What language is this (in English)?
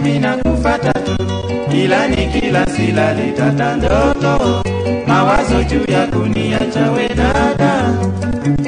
Swahili